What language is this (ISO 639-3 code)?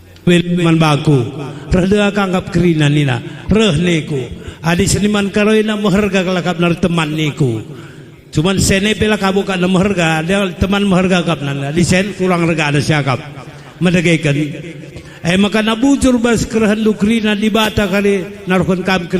btx